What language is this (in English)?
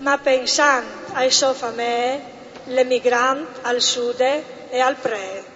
Friulian